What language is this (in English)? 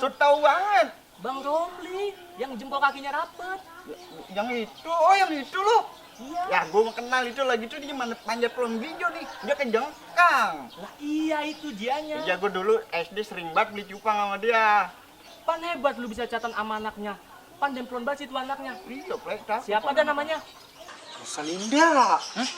Betawi